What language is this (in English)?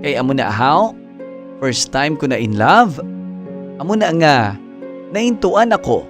Hiligaynon